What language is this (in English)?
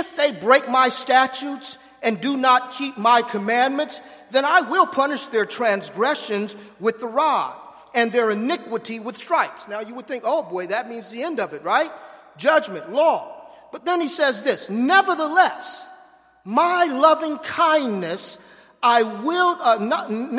English